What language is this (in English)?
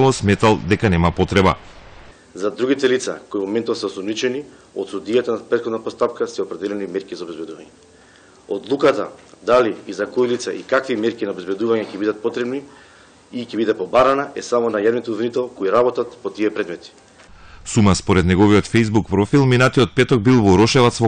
Macedonian